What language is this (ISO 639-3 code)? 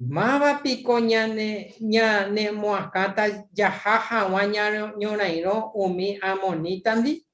grn